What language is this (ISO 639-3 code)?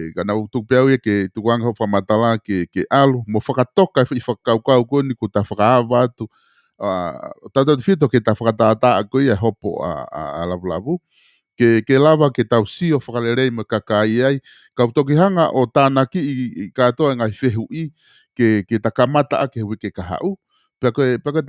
ton